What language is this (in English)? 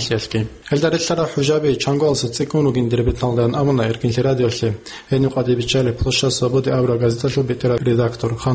Avaric